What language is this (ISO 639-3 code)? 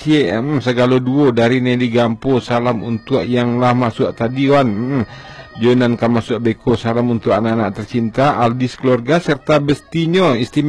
min